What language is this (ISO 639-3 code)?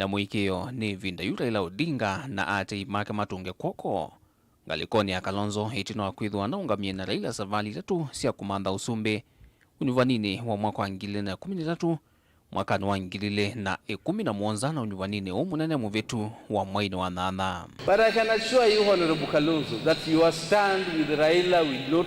kam